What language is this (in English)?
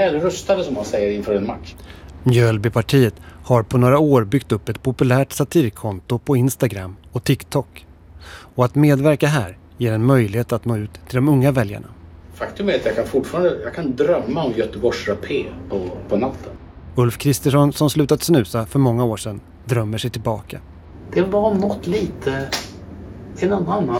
Swedish